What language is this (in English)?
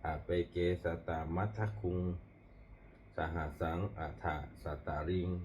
Pali